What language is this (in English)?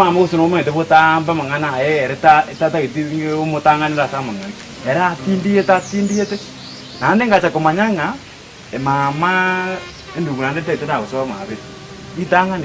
Gusii